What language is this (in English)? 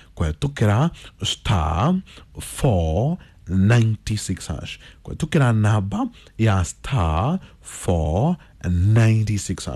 Kikuyu